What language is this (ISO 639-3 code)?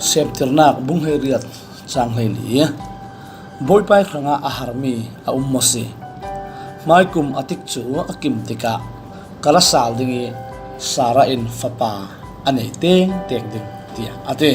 cfm